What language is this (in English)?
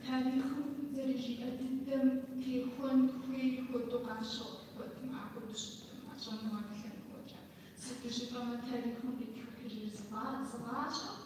Kabardian